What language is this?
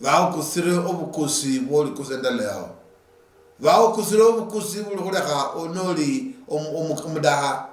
Luyia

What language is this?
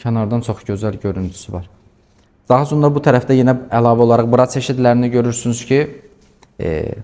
Azerbaijani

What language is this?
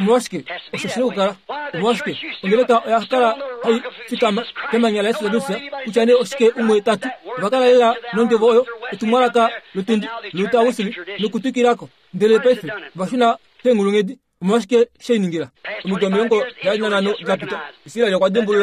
Kuanyama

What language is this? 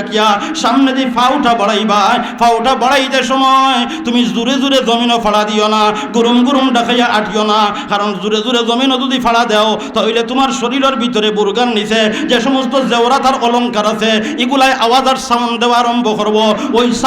Sylheti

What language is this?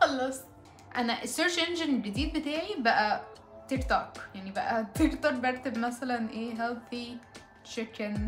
Egyptian Arabic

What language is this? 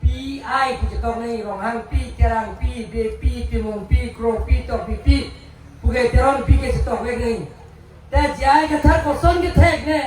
Karbi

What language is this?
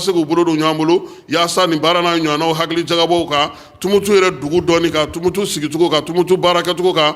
Bambara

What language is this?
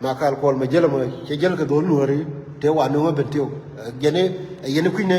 Nuer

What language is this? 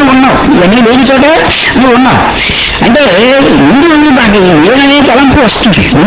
Telugu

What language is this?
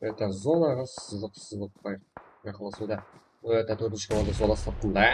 Kara-Kalpak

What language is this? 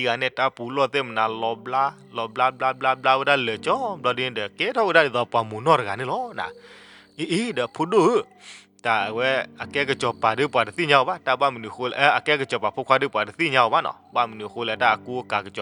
S'gaw Karen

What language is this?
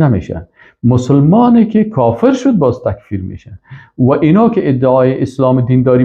Persian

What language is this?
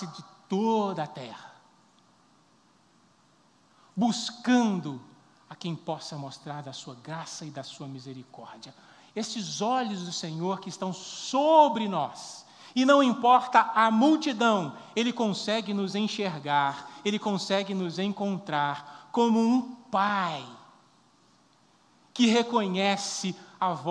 Portuguese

